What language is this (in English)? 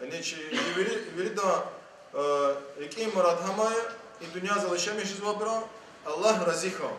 Lezghian